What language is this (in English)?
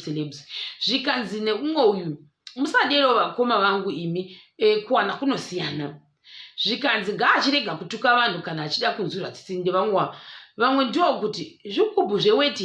Shona